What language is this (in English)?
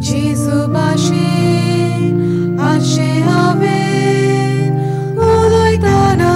Konkani